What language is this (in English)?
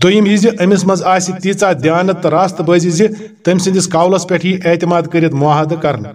Kashmiri